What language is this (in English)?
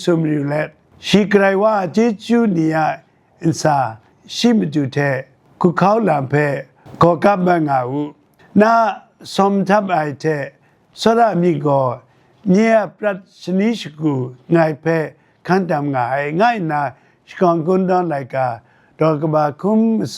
Kachin